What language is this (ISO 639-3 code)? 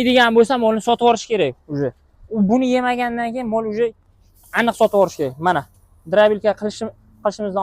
uzb